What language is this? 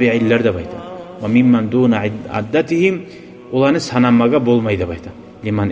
Kumyk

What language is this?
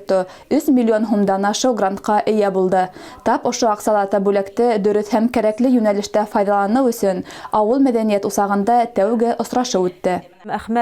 Bashkir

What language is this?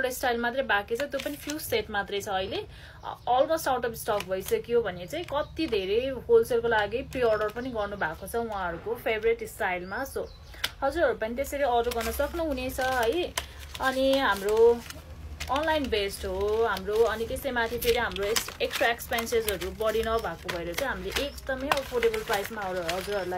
Nepali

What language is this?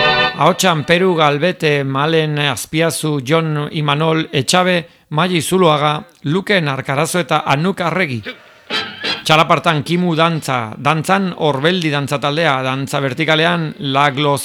Basque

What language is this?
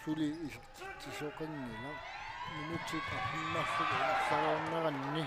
Kalaallisut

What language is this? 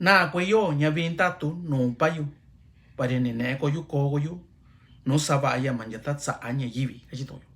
Mixtepec Mixtec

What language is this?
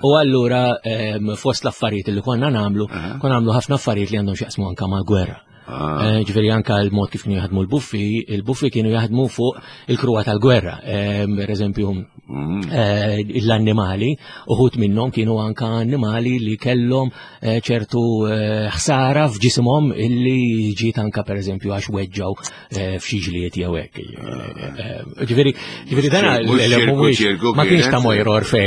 Maltese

